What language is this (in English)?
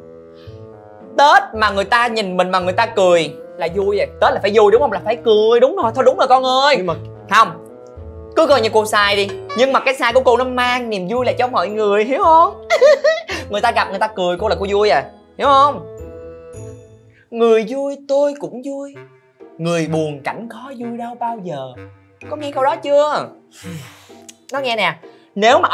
Vietnamese